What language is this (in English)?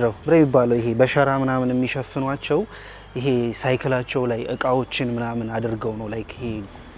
Amharic